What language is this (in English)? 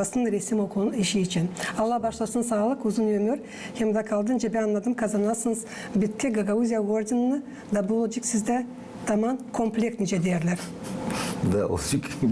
Gagauz